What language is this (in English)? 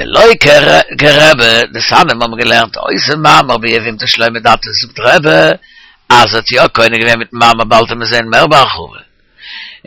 Yiddish